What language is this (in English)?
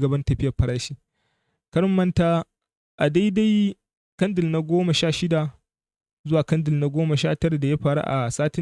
Hausa